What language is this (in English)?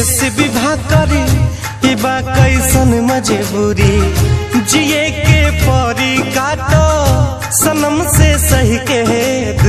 Bhojpuri